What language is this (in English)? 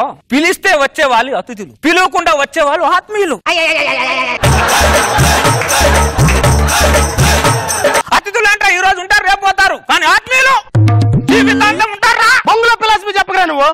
Telugu